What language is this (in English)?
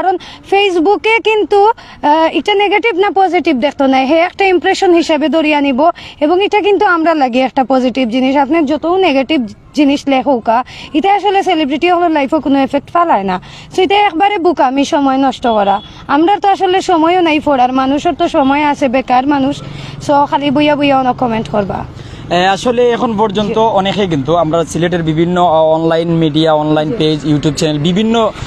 Sylheti